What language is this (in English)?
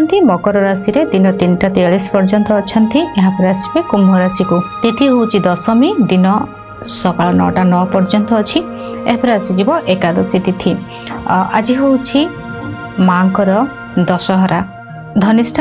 Odia